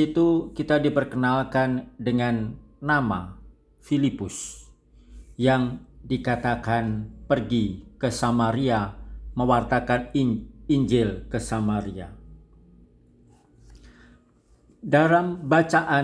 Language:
Indonesian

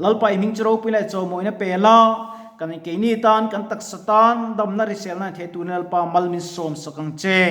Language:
Mizo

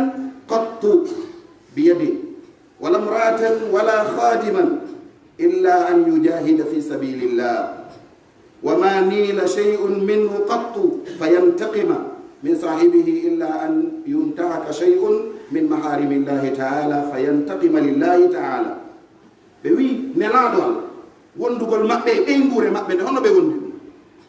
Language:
Pular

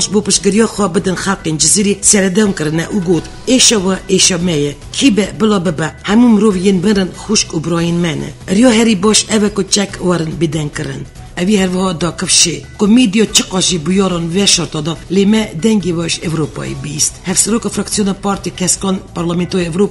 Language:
Kurdish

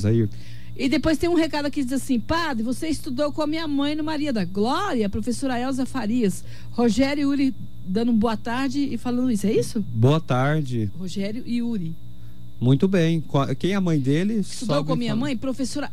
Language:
Portuguese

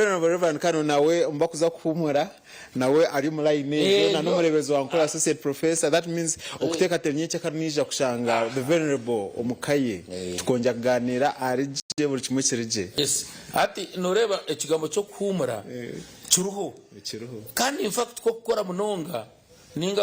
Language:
Nyankole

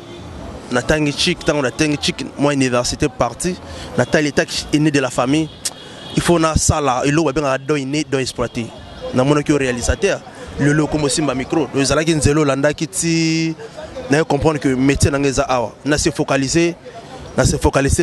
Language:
Lingala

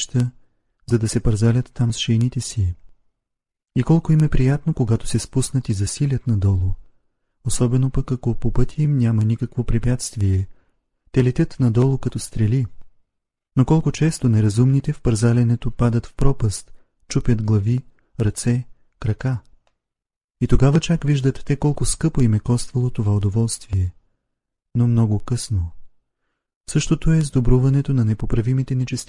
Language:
Bulgarian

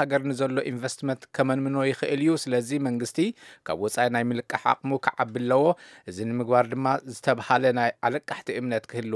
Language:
Tigrinya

